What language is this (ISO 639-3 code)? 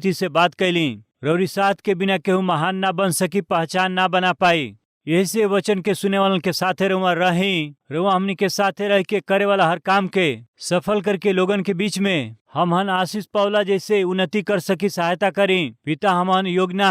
bho